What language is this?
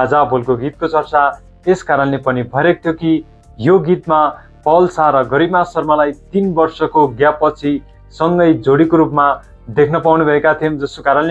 Nepali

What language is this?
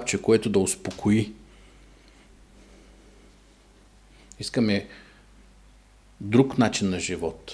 Bulgarian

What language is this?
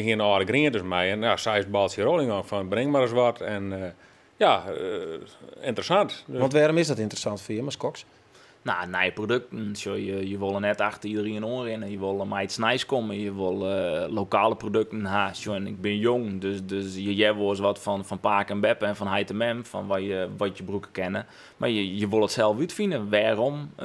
Western Frisian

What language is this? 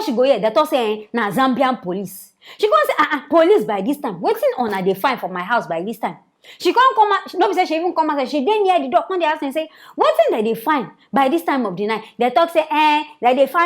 Nigerian Pidgin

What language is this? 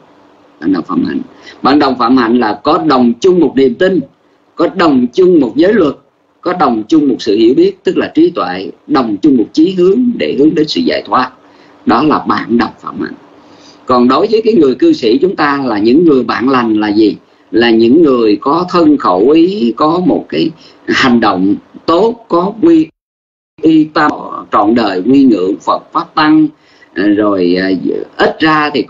Vietnamese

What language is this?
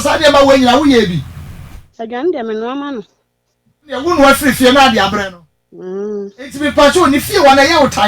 Akan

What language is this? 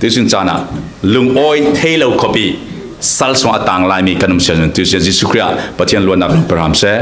Falam Chin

